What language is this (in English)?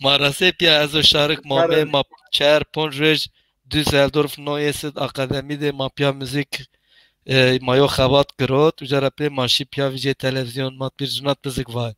Zaza